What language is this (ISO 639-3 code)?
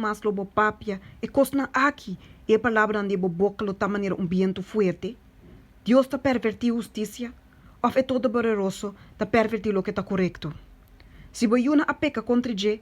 pap